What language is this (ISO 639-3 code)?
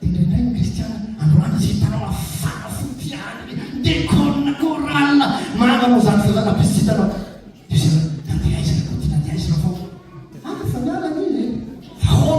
mlg